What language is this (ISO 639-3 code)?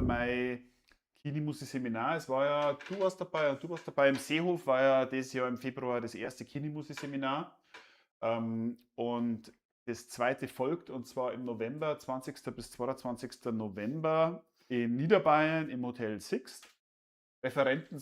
bar